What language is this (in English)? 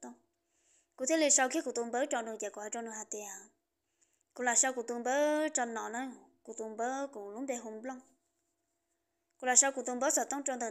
Vietnamese